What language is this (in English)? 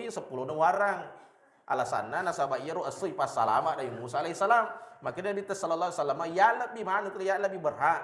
Buginese